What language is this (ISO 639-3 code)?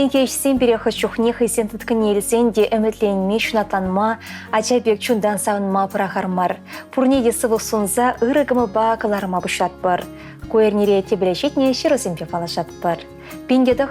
chv